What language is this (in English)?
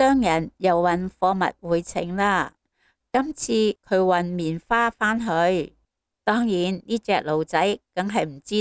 Cantonese